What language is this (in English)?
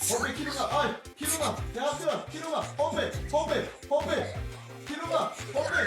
Māori